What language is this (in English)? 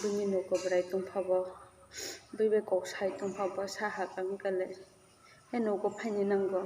Kok Borok